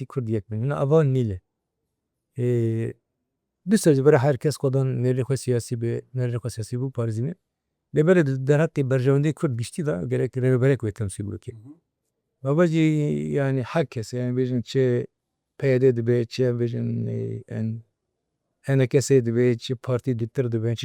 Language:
Kurdish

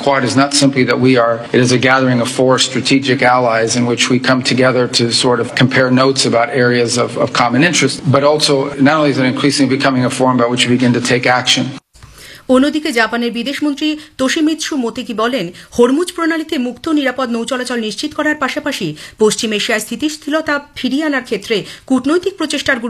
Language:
Bangla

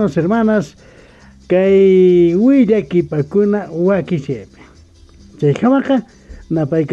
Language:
Ayacucho Quechua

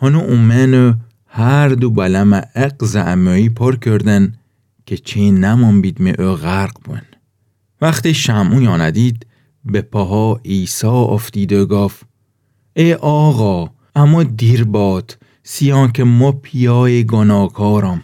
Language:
Gilaki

